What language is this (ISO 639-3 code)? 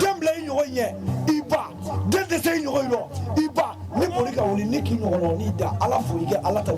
bam